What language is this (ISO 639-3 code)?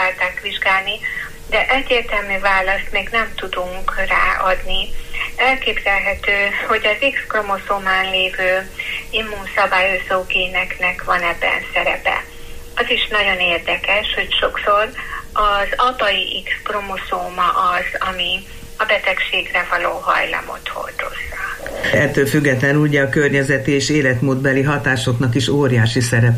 hun